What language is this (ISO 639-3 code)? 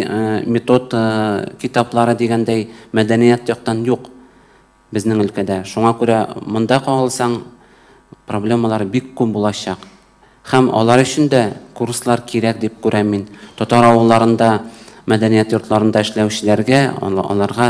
tat